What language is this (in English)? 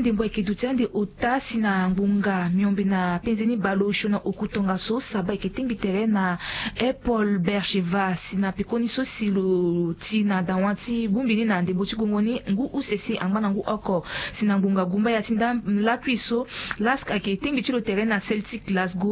Sango